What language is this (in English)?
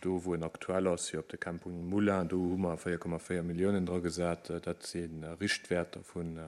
Luxembourgish